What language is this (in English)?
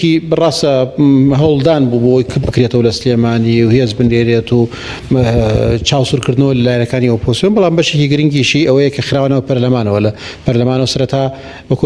Central Kurdish